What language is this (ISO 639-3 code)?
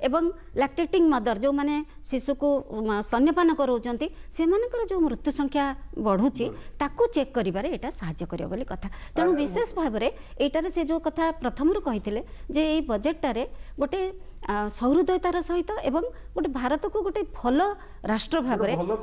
ori